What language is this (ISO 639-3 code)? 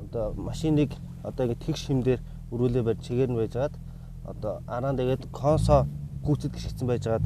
mon